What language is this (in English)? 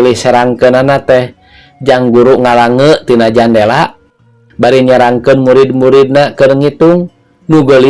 Sundanese